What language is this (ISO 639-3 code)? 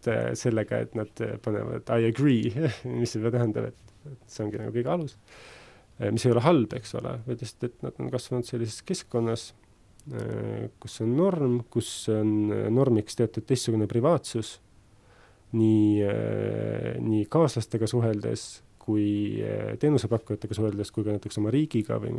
est